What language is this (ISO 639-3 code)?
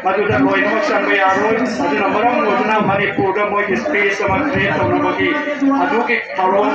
mni